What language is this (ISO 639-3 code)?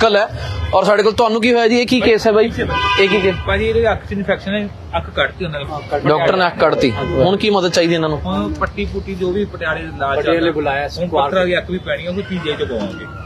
pan